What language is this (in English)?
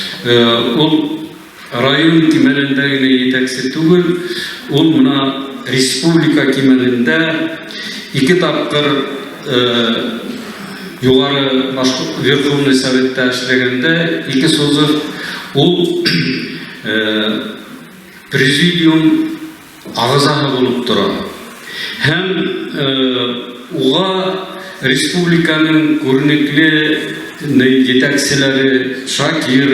Bashkir